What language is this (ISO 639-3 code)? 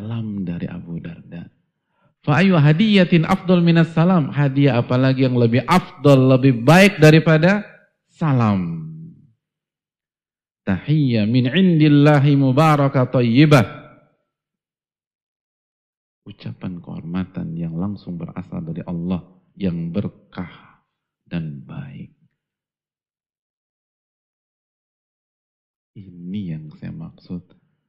ind